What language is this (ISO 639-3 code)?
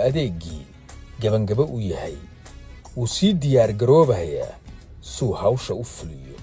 som